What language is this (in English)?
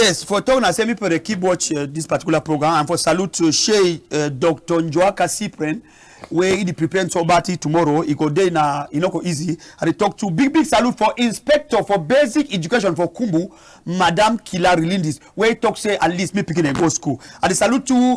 Cameroon Pidgin